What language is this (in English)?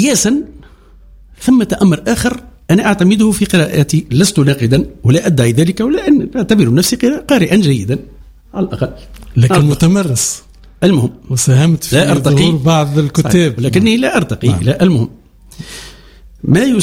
Tunisian Arabic